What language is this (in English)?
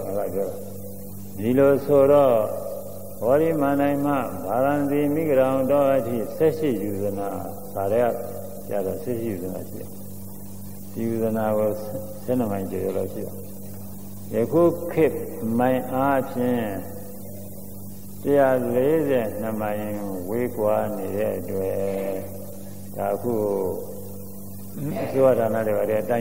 Burmese